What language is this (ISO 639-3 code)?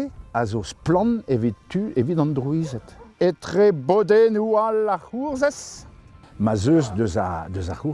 bre